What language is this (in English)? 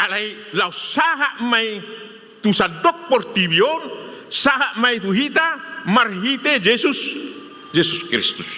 Batak Toba